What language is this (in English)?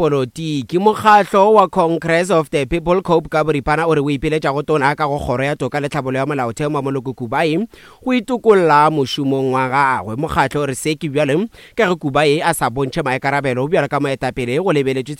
Northern Sotho